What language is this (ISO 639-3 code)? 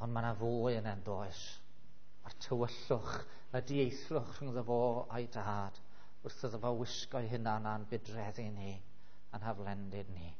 cym